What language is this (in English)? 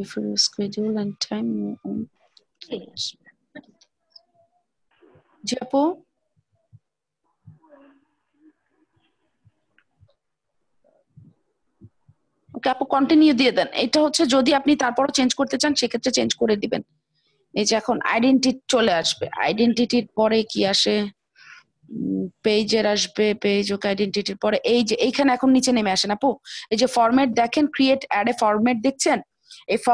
Bangla